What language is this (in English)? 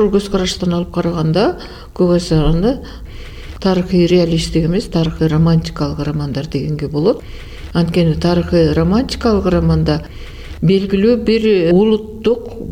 Kyrgyz